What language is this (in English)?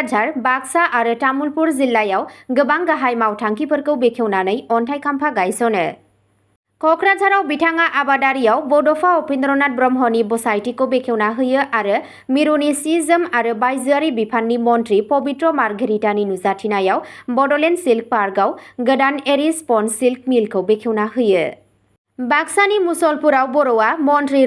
Bodo